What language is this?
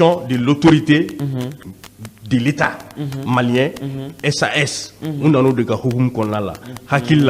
Bambara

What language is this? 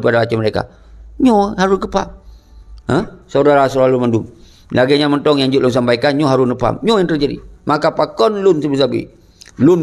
Achinese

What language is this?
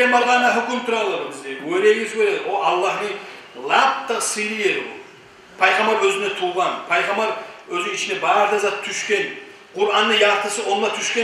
Kumyk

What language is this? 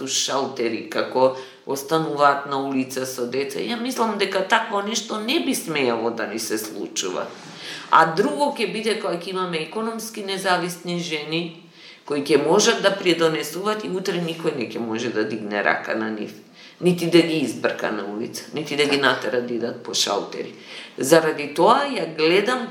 Macedonian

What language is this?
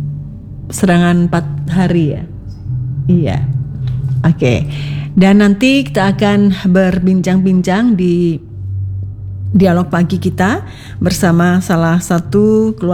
Indonesian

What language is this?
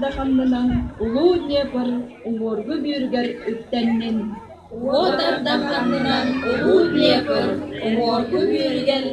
Yakut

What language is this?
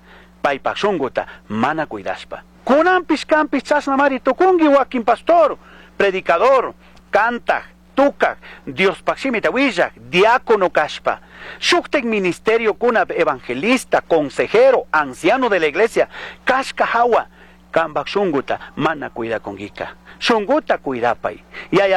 Chimborazo Highland Quichua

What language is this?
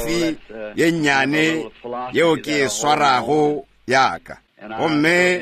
Northern Sotho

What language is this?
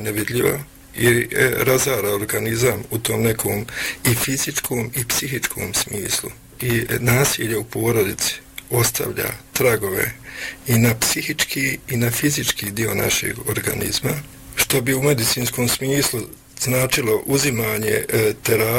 Bosnian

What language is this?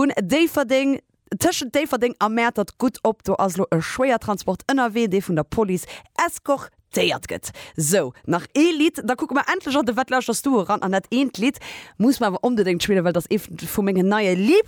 Luxembourgish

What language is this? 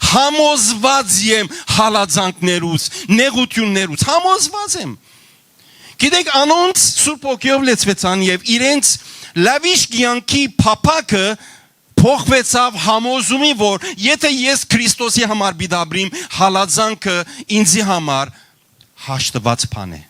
Western Armenian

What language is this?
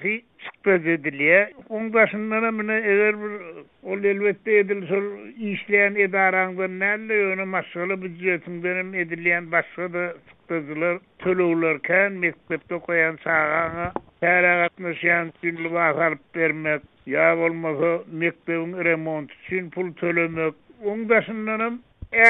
Turkmen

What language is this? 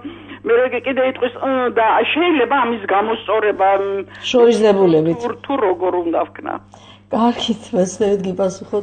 Georgian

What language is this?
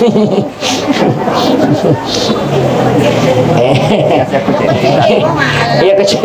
Buginese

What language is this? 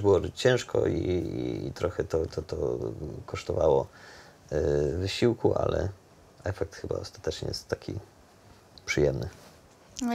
Polish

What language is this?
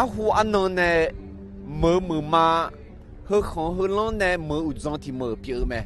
Akha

